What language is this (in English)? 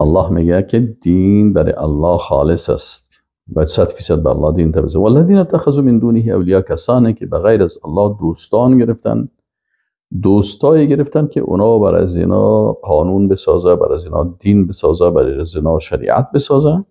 Persian